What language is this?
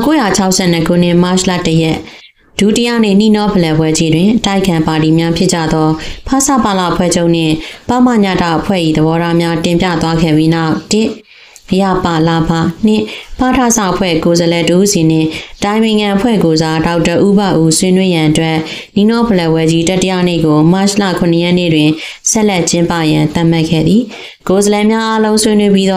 Burmese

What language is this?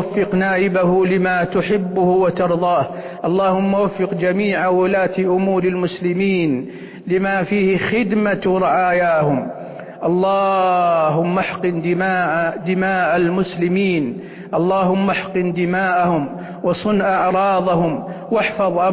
Arabic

